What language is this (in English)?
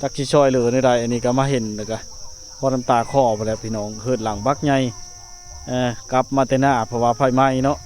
Lao